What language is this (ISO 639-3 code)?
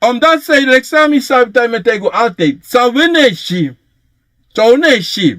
srn